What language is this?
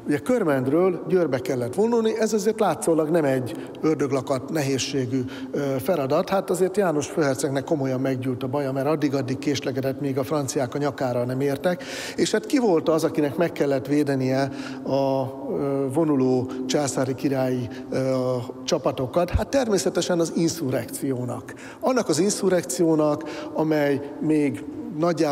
Hungarian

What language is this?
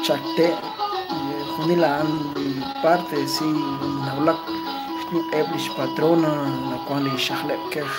Kekchí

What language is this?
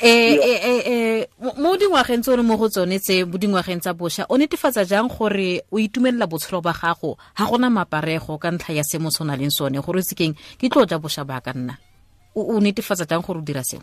Tswana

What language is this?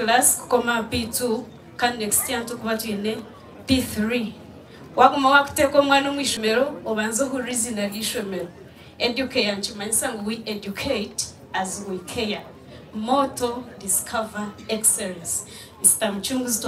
Nyankole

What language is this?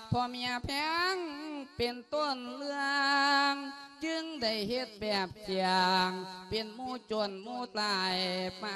Lao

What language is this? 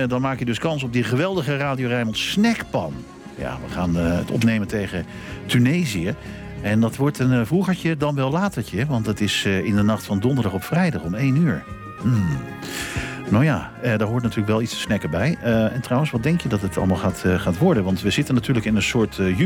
Dutch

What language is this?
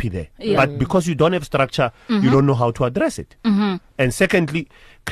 English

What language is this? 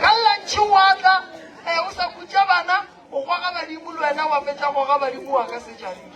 Northern Sotho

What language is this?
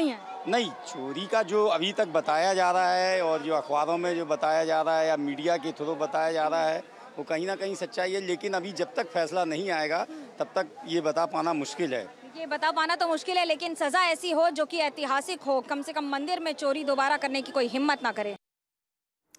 Hindi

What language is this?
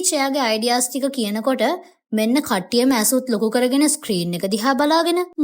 Sinhala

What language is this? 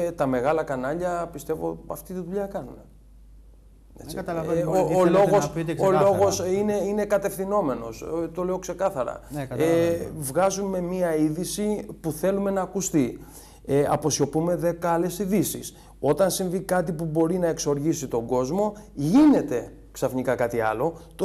Greek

